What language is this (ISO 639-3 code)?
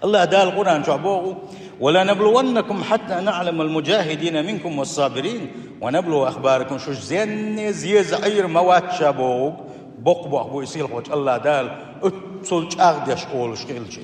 che